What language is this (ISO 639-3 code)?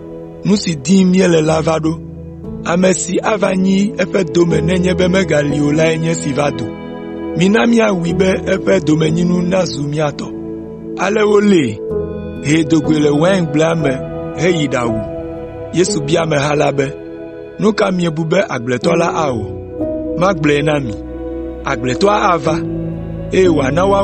ewe